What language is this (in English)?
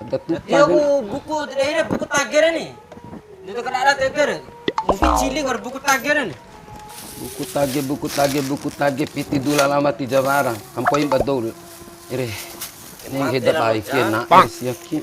Bima